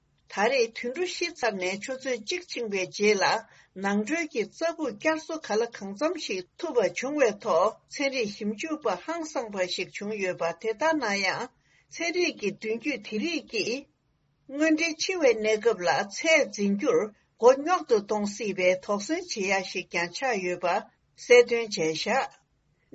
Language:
Tibetan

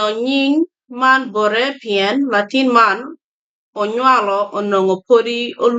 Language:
Acoli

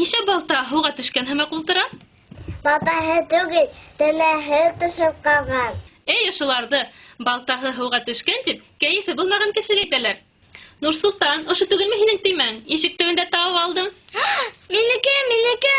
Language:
Bashkir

